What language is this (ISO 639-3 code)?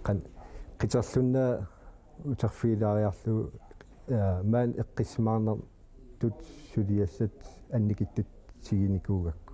kal